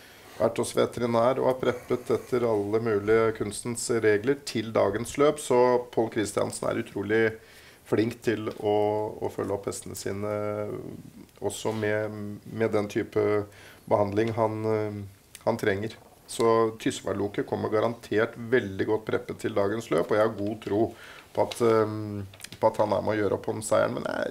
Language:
Norwegian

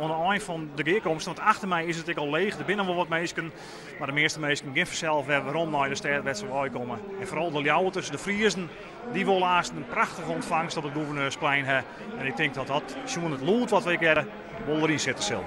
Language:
Western Frisian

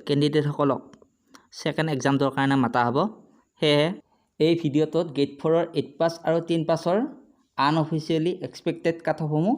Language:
Assamese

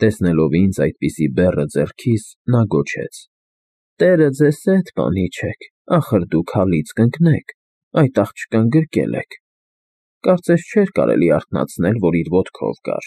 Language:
Armenian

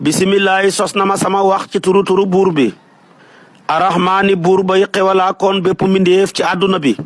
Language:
Wolof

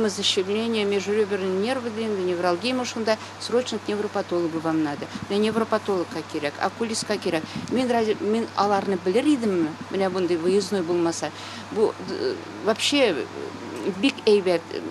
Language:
Tatar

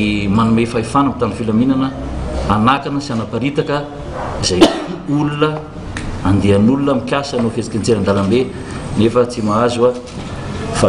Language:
Malagasy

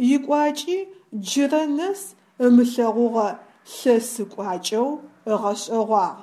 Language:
Adyghe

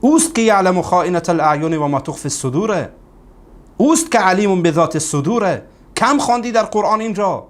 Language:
Persian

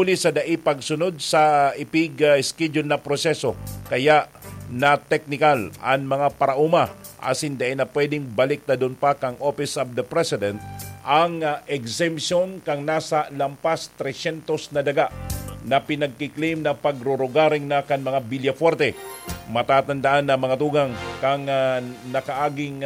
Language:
Bikol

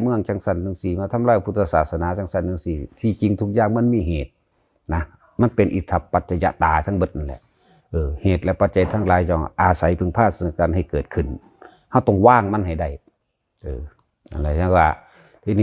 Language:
Lao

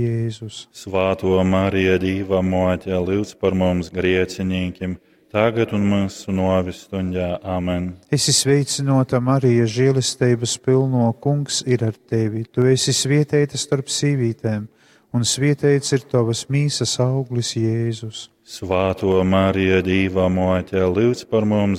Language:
Latgalian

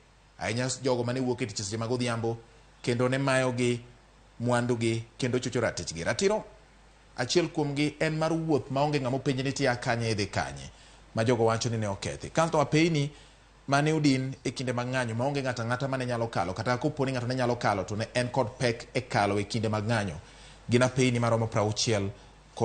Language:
Luo (Kenya and Tanzania)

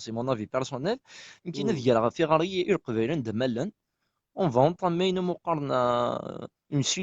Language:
Kabyle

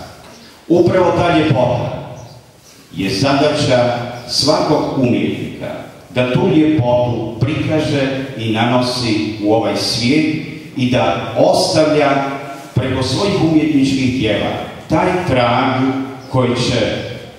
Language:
Croatian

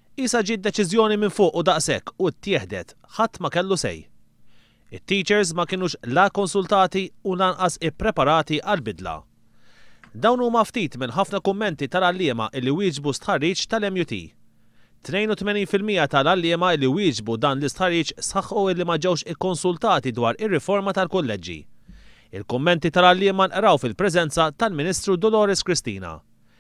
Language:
Maltese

